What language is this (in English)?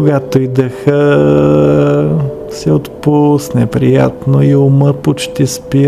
Bulgarian